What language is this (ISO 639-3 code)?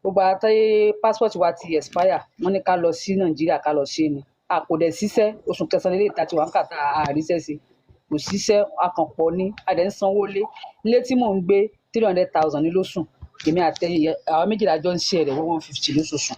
yor